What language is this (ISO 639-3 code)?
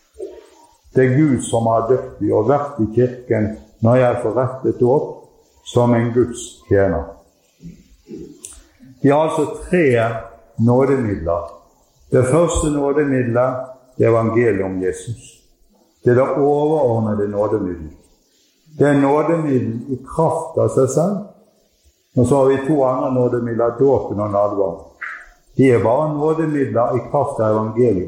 nor